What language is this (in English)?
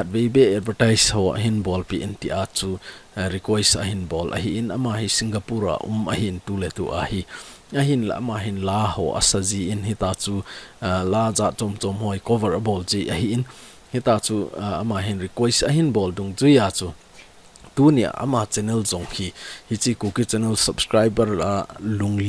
Thado Chin